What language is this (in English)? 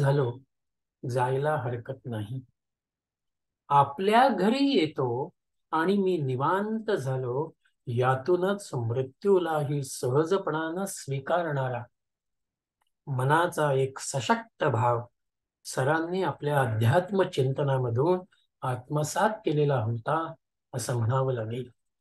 Marathi